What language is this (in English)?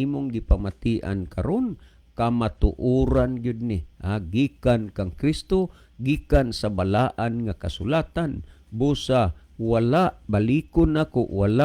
Cebuano